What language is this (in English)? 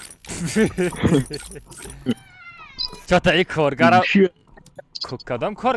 Tajik